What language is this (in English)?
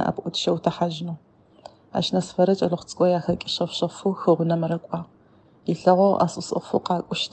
Adyghe